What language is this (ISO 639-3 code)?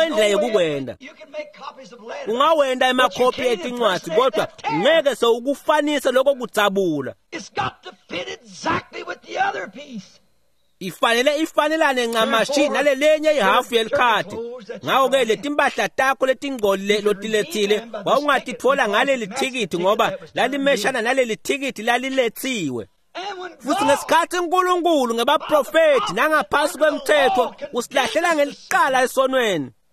ssw